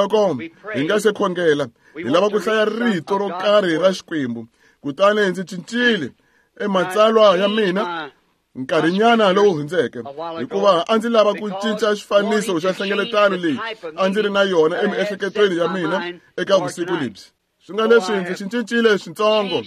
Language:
Tsonga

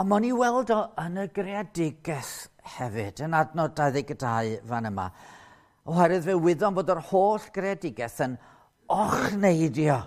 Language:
Welsh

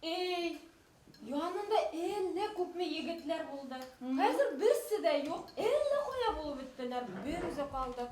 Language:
Bashkir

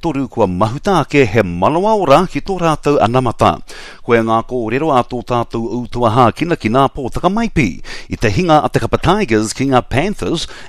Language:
Māori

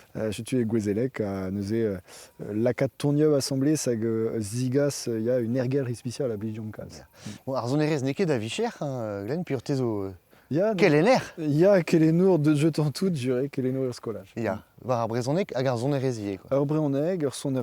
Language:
Breton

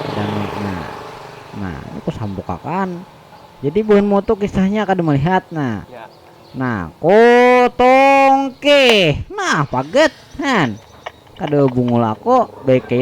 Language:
Banjar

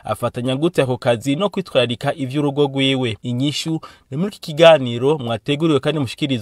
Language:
Rundi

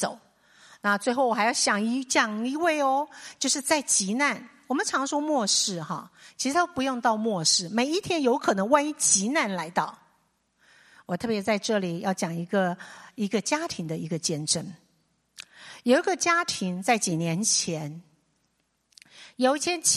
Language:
Chinese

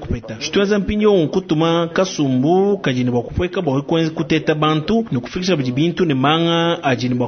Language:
Luba-Lulua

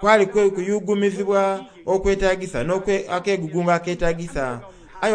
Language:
Soga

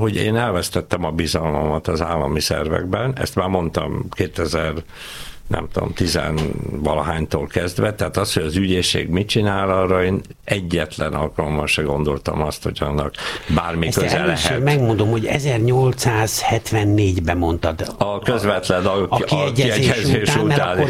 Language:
Hungarian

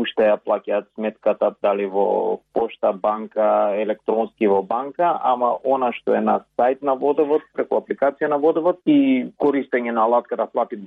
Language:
Macedonian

